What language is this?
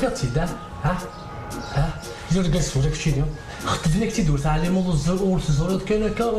Kabyle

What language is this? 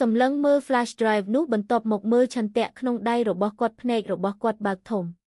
Khmer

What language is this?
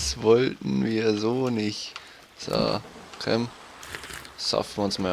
Bavarian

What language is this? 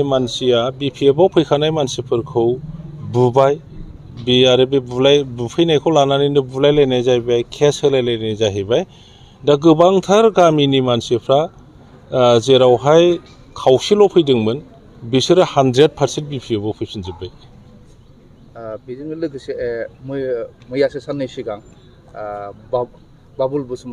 Bodo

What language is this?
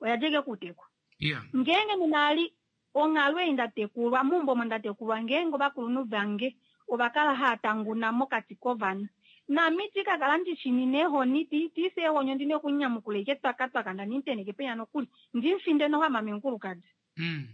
Kuanyama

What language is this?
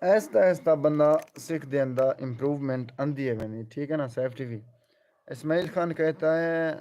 Saraiki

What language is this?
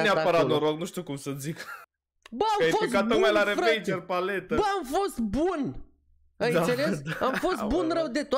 Romanian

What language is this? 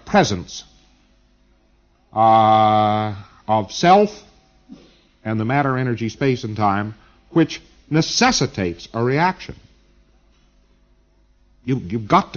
English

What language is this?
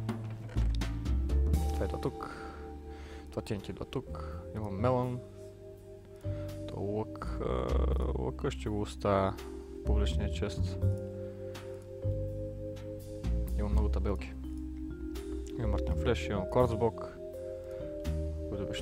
Bulgarian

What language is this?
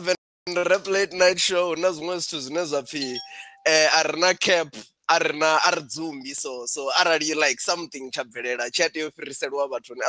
Venda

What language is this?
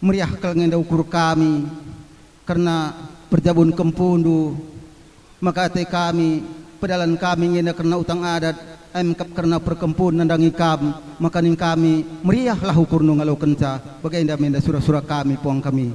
Batak Karo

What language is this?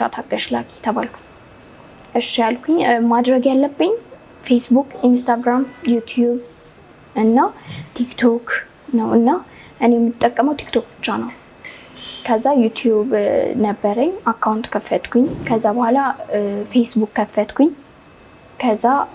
Amharic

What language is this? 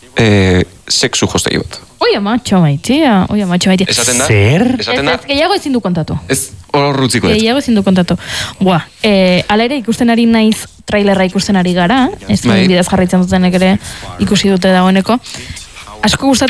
Basque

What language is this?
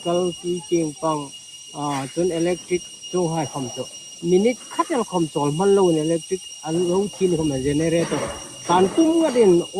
Hmar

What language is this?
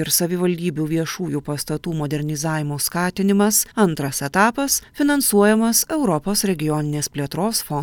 Lithuanian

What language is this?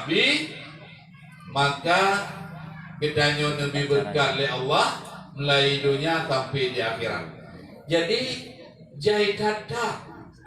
Achinese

